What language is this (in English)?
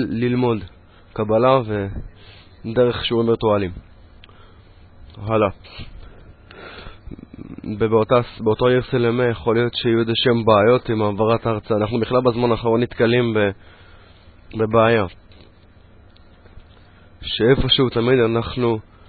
Hebrew